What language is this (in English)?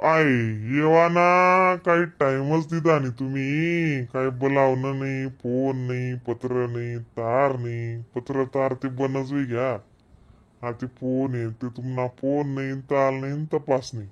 Khandesi